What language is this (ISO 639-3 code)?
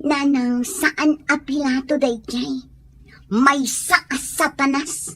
ilo